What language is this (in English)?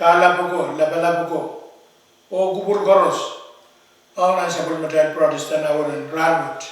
Pohnpeian